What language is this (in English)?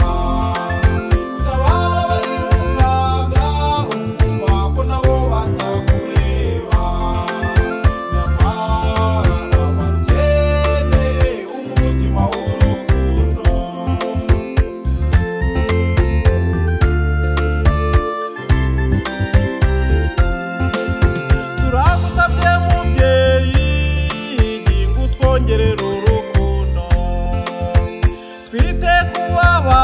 Kinyarwanda